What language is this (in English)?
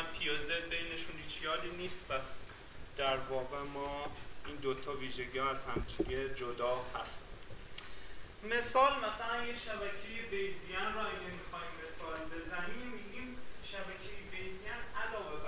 Persian